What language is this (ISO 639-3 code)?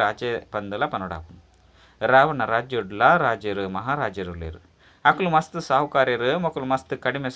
tcy